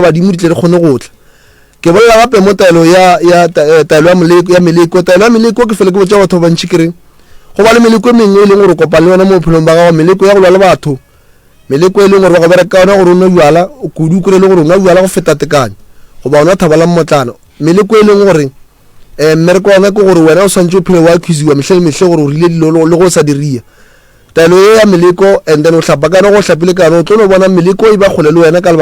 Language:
Northern Sotho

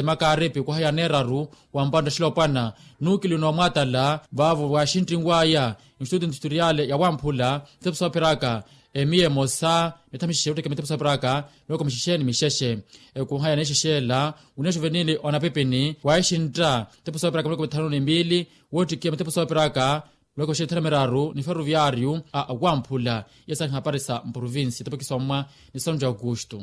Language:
Makhuwa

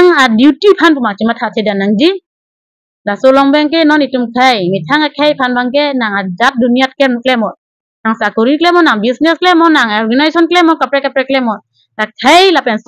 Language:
Karbi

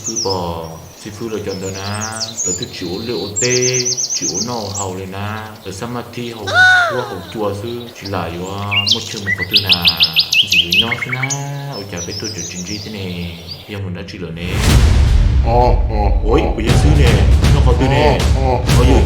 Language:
Hmong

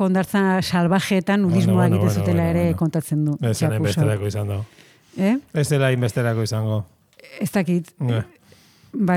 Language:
Basque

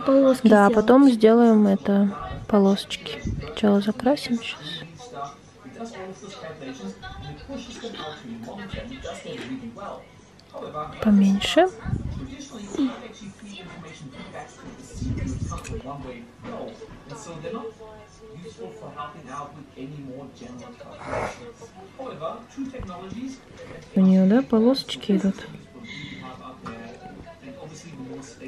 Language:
Russian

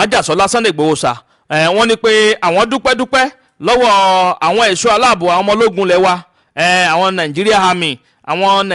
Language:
Yoruba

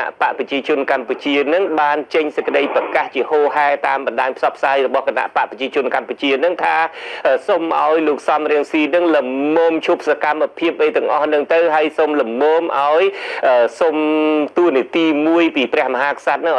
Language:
Khmer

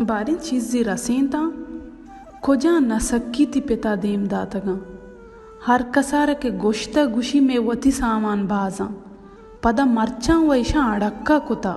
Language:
Baluchi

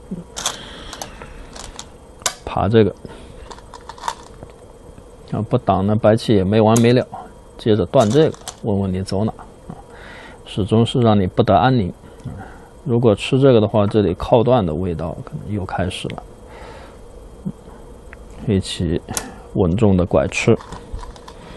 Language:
Chinese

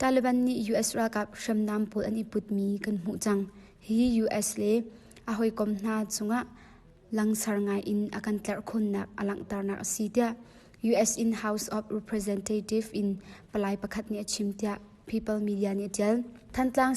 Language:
Hakha Chin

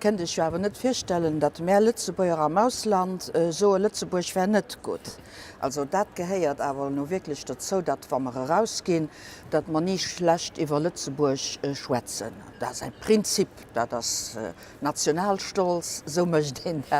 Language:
Luxembourgish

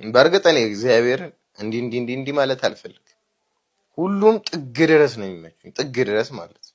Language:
Amharic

